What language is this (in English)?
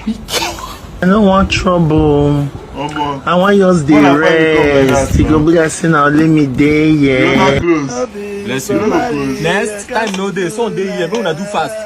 Nigerian Pidgin